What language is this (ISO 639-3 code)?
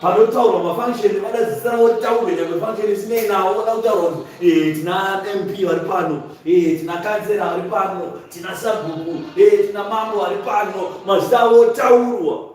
sna